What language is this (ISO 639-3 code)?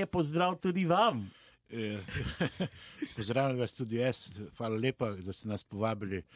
slv